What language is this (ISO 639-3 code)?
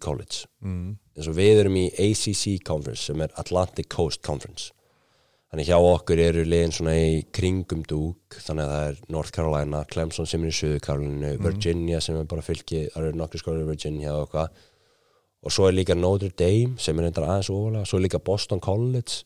isl